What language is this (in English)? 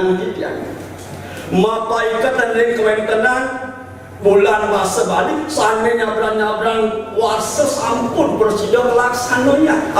Balinese